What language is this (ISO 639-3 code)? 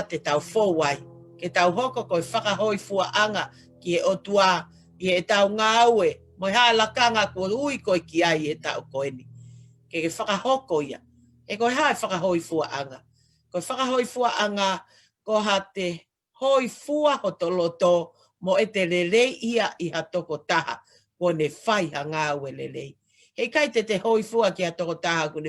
ton